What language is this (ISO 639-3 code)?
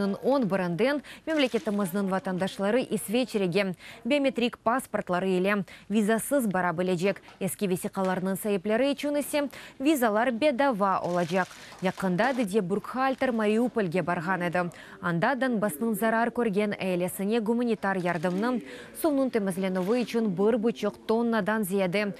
crh